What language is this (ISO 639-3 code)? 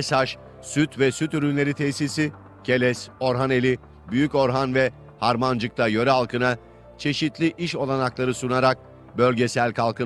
tur